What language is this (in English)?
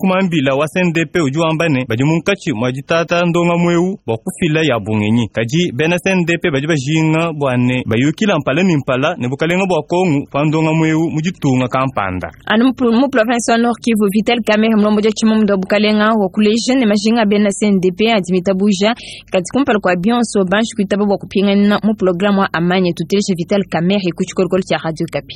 Luba-Lulua